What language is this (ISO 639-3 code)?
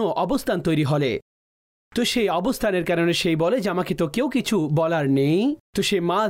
ben